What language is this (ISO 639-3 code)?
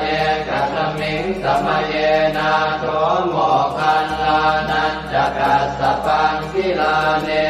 pli